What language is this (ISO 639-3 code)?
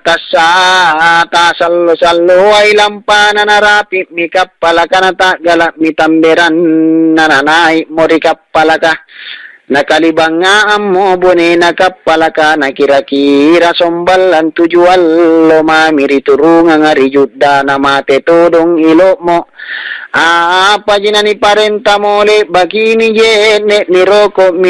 mak